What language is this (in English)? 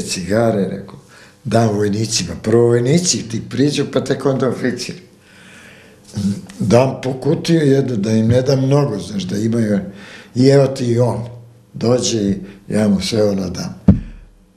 Serbian